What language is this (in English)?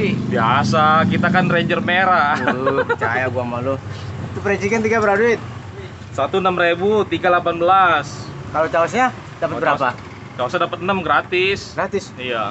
Betawi